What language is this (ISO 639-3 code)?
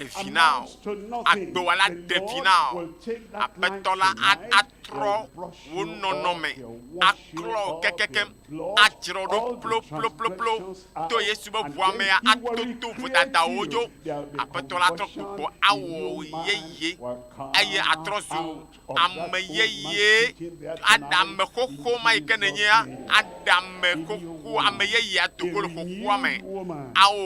ewe